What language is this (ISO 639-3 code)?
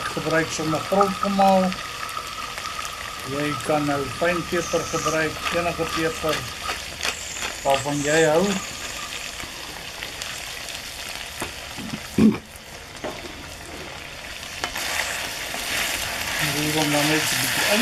afr